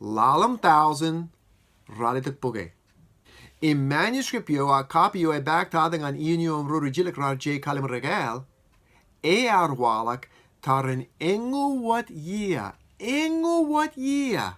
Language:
Marshallese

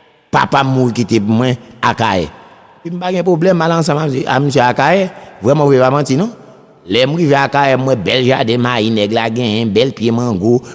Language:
Haitian Creole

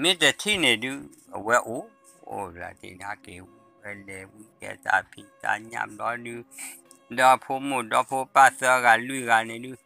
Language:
S'gaw Karen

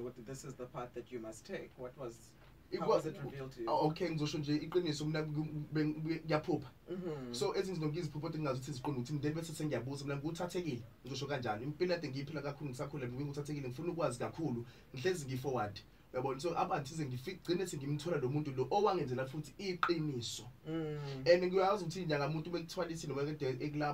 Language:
Zulu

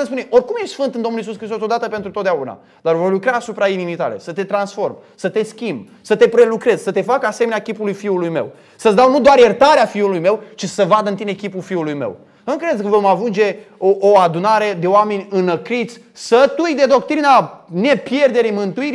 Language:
Romanian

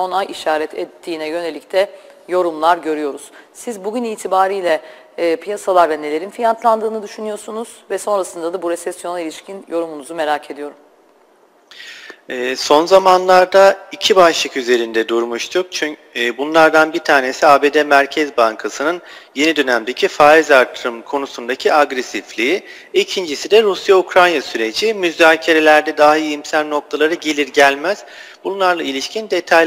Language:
Turkish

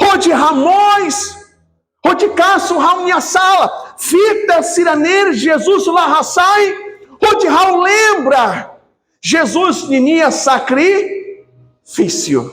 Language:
Tetum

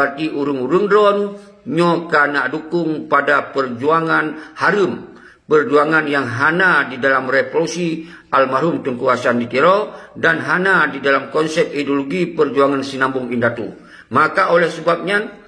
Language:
Achinese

